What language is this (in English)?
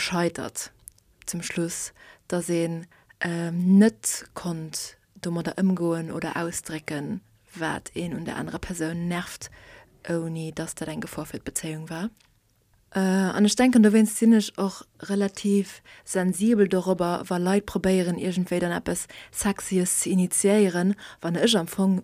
Luxembourgish